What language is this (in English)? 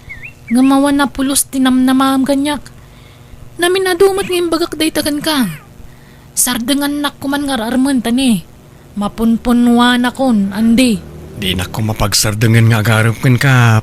Iloko